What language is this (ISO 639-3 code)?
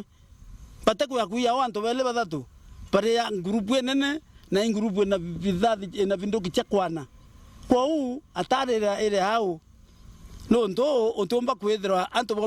mer